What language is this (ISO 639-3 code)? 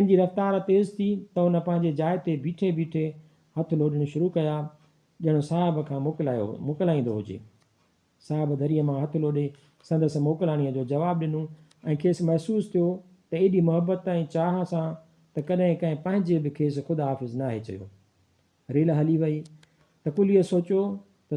snd